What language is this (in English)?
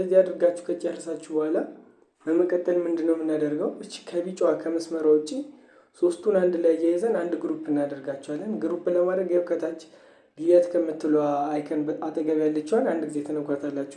Amharic